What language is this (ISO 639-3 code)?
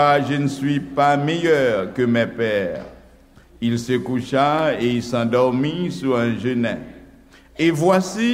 hat